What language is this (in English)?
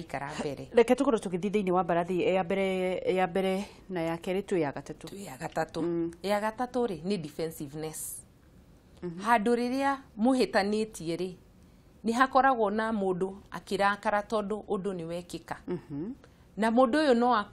Kikuyu